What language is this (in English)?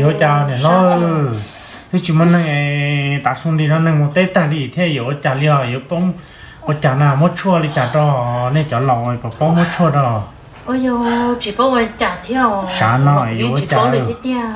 Hmong